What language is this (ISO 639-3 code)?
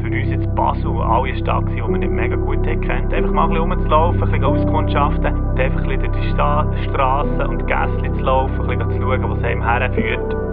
gsw